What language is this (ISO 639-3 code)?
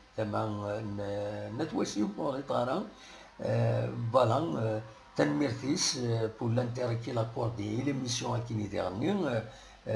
kab